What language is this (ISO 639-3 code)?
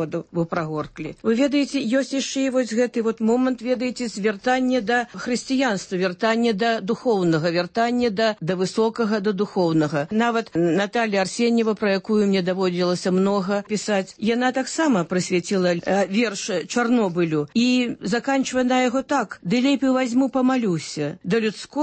bel